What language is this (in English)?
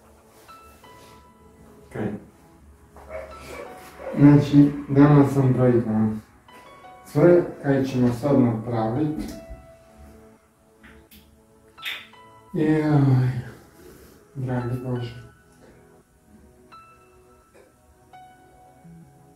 Croatian